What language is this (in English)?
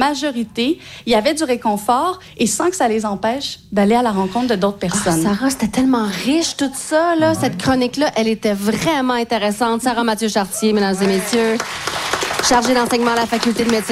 French